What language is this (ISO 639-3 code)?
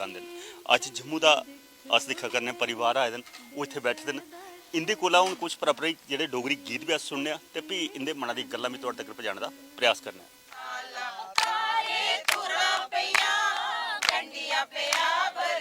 doi